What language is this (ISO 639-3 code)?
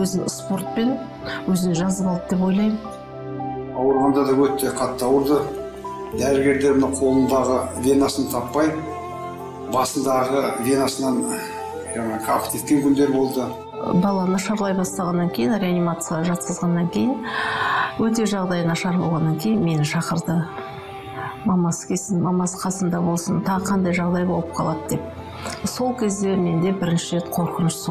kaz